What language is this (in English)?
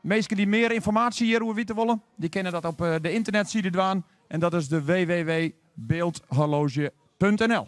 Western Frisian